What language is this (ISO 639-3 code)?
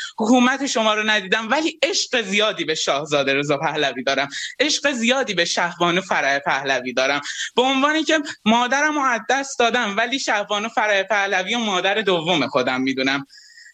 fas